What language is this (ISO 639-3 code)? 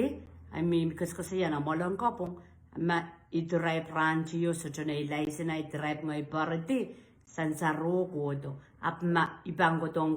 pon